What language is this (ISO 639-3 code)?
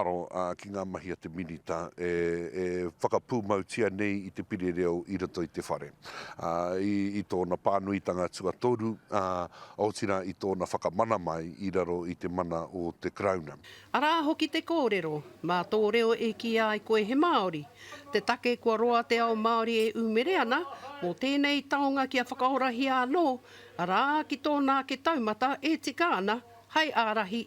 mri